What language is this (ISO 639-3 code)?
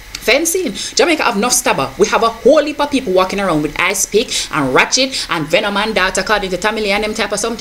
jam